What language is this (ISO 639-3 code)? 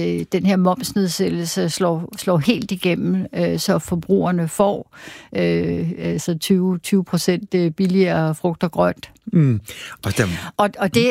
dan